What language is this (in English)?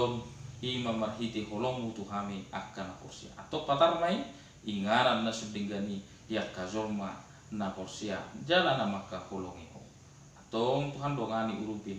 Batak Toba